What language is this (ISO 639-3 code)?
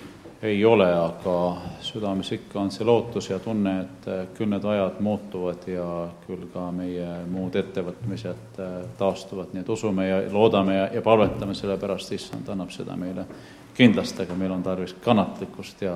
est